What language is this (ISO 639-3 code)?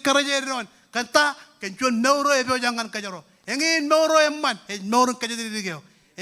mah